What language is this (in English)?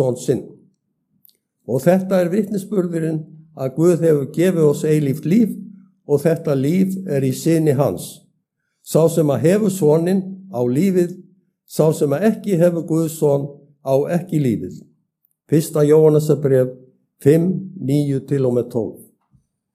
Icelandic